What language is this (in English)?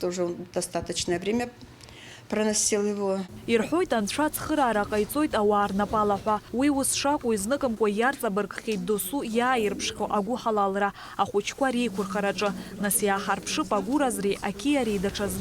Abkhazian